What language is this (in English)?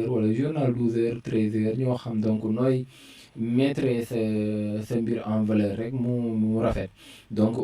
Wolof